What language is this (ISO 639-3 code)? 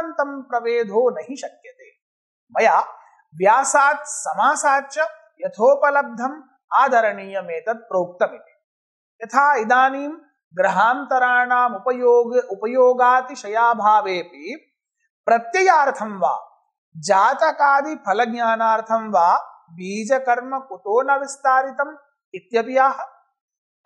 san